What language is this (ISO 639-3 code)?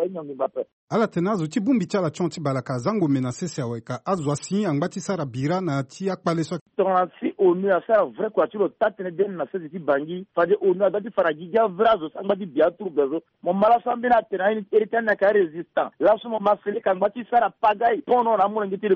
sag